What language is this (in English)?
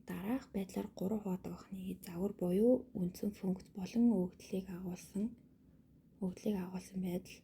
Mongolian